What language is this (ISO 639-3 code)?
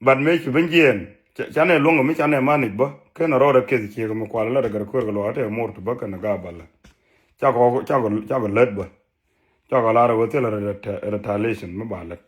nus